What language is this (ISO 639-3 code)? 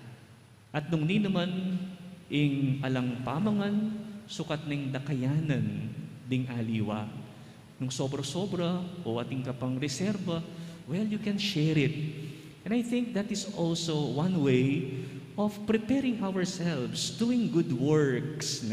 pam